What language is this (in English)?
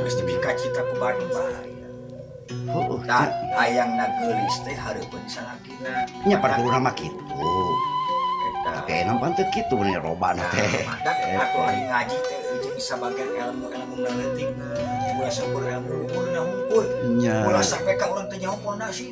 Sundanese